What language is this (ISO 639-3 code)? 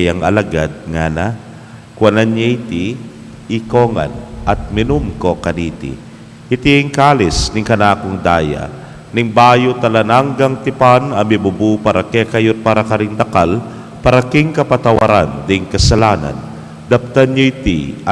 pam